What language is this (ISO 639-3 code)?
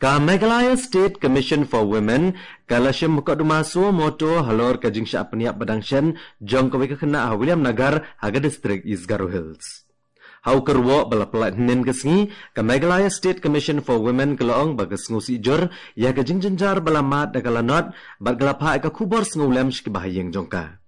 kha